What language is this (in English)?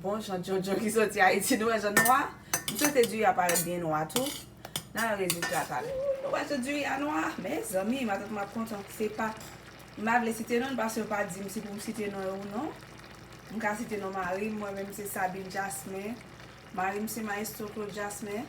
Haitian Creole